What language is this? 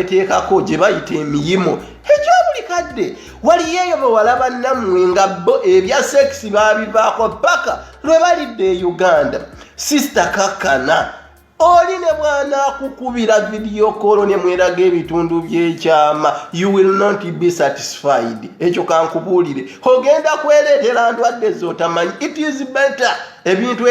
Ganda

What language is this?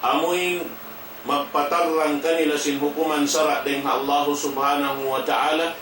Tausug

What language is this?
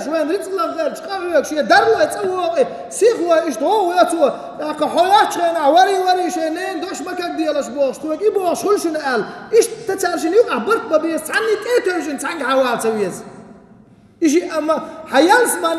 Chechen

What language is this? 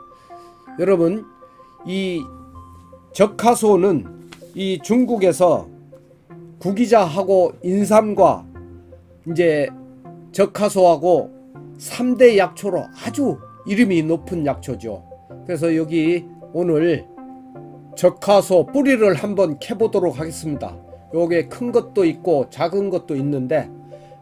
Korean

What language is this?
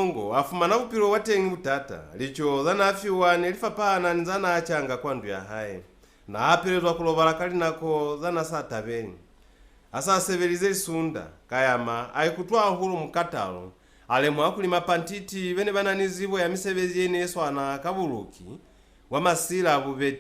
Lozi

